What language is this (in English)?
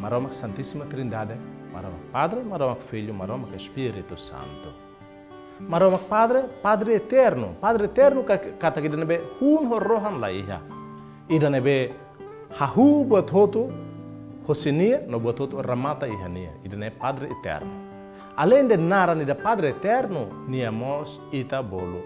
Tetum